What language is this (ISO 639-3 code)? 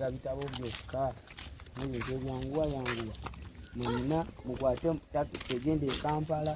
lug